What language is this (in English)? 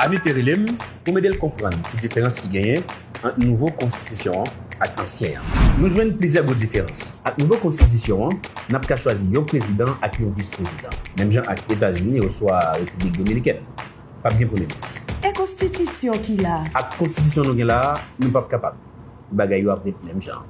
Haitian Creole